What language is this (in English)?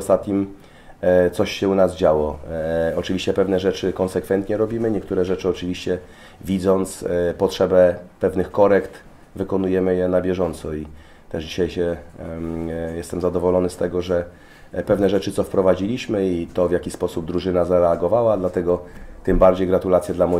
Polish